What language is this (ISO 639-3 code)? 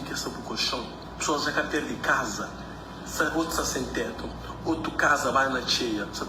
kea